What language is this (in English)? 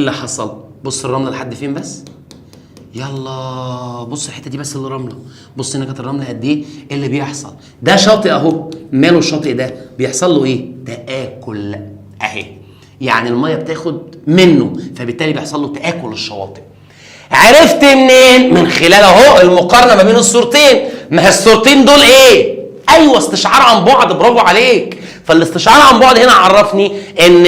Egyptian Arabic